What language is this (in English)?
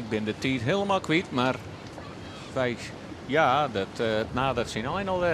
Western Frisian